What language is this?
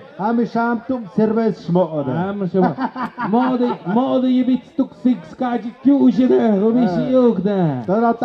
Tlahuitoltepec Mixe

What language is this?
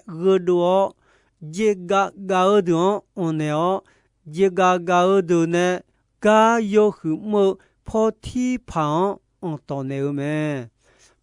Akha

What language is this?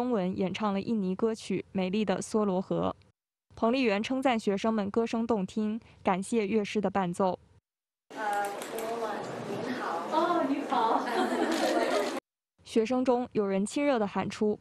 Chinese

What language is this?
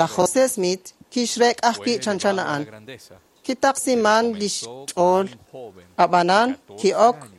Kekchí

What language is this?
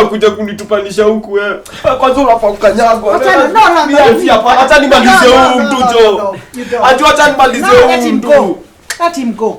Kikuyu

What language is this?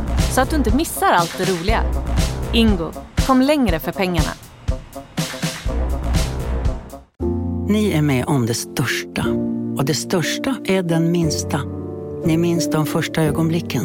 Swedish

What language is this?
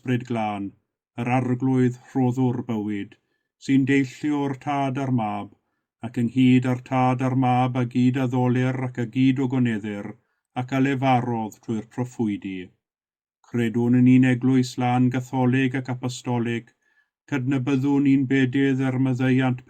Welsh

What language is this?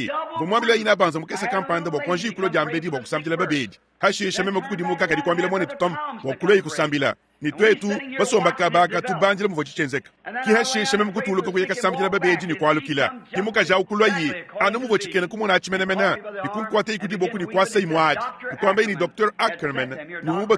Luba-Lulua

